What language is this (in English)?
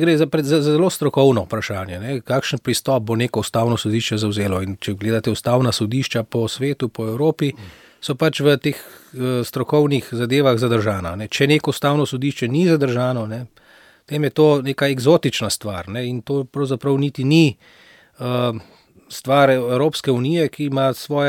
Slovenian